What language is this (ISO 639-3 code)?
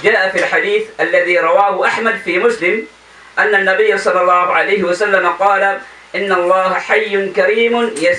mrw